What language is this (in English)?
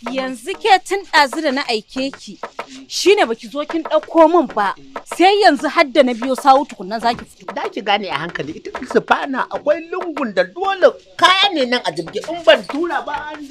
Hausa